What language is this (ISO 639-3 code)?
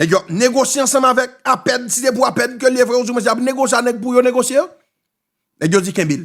hat